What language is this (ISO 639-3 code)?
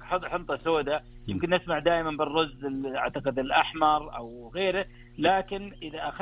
ars